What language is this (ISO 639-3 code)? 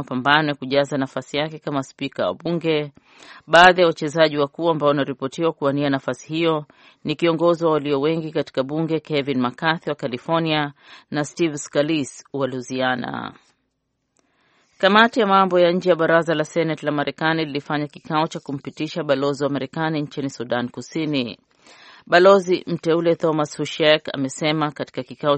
swa